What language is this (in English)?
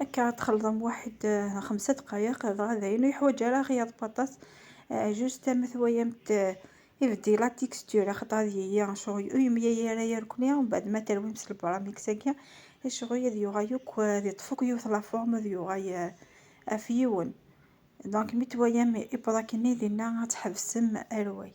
Kabyle